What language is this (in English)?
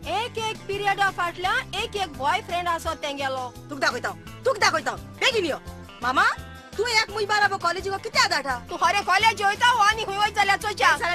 Konkani